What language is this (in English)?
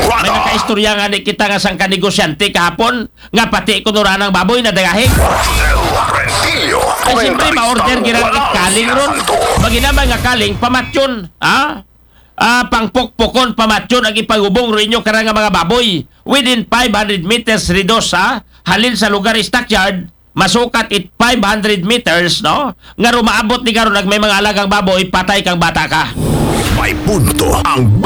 Aklanon